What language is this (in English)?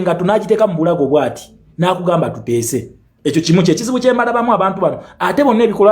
Ganda